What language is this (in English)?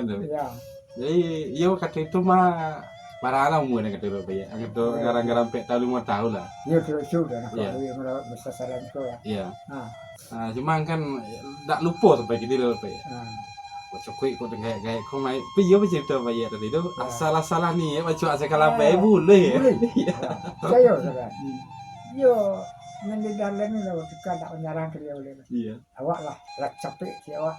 Minangkabau